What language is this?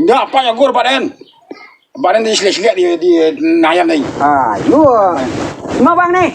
Minangkabau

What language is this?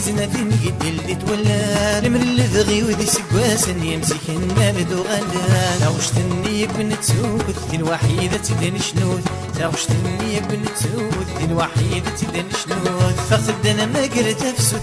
Kabyle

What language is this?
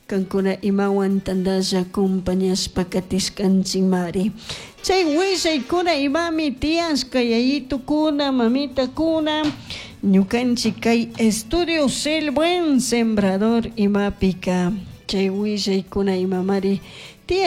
Chimborazo Highland Quichua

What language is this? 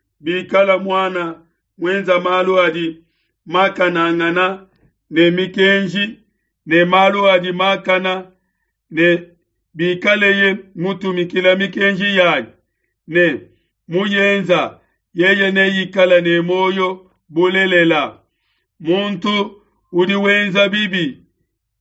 Luba-Lulua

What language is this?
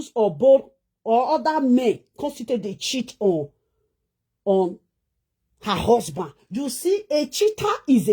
Nigerian Pidgin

